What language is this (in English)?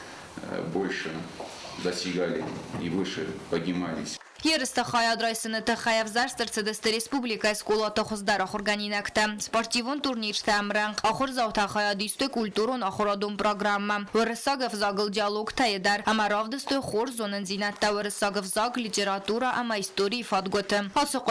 Ossetic